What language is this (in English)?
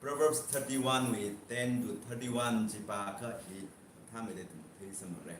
Tangkhul Naga (India)